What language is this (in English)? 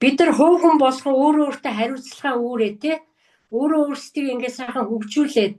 Mongolian